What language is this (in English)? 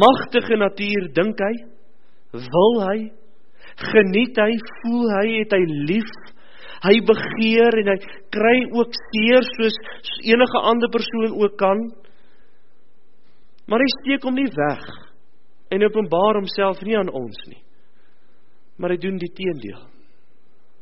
Afrikaans